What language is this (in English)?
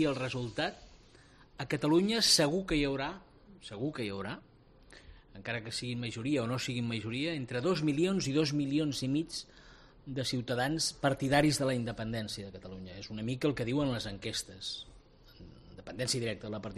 Catalan